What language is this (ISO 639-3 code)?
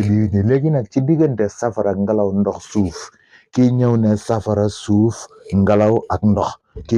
wol